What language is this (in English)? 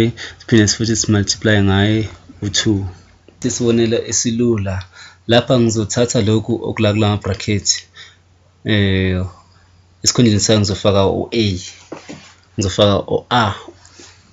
Zulu